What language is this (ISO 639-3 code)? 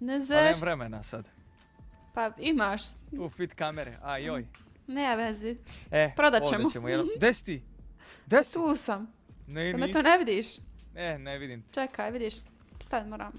hrv